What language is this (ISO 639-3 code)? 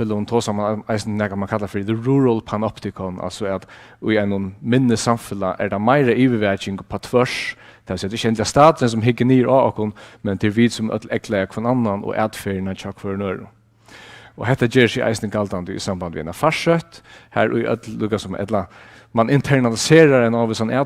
fao